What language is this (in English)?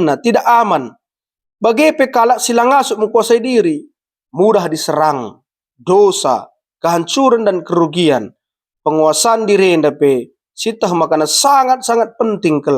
Batak Karo